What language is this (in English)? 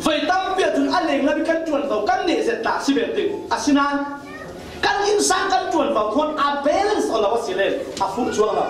Falam Chin